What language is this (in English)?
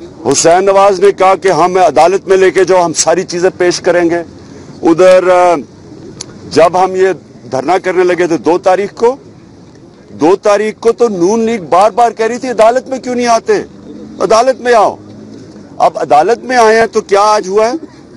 Urdu